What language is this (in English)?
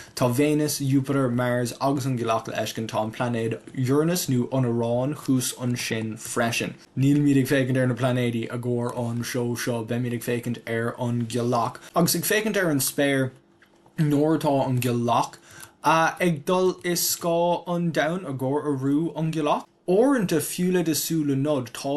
Irish